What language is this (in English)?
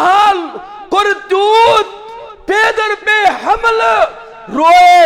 Kashmiri